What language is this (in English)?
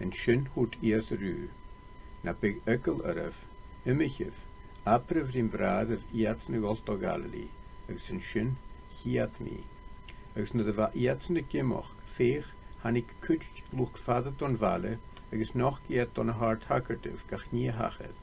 Scottish Gaelic